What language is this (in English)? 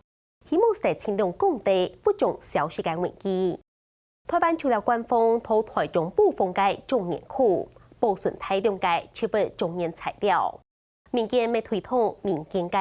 Hakka Chinese